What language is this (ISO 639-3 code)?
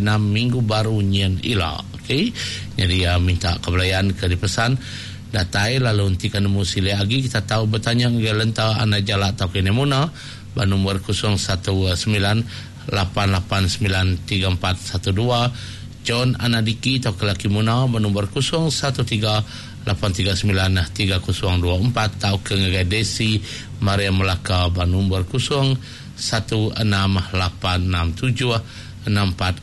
iba